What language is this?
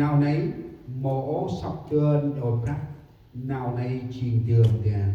Central Mnong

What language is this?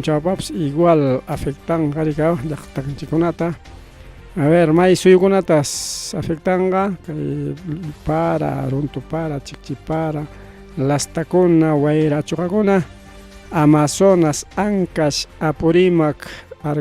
Ayacucho Quechua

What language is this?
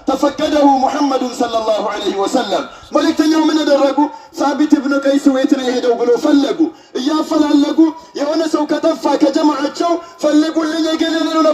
Amharic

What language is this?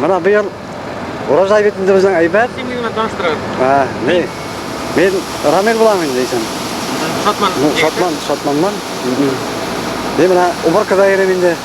Bashkir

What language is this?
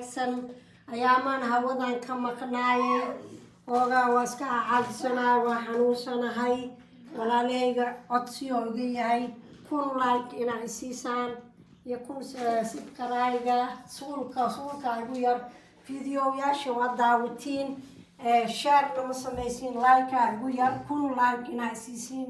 Somali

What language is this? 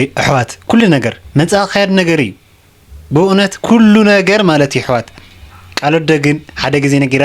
Tigrinya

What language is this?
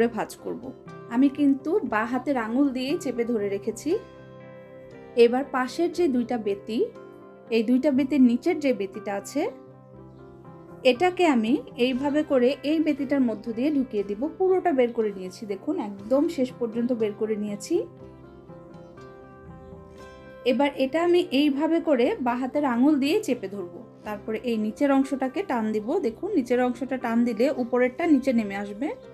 Bangla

